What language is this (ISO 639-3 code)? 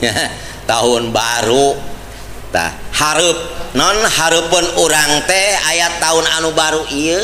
sun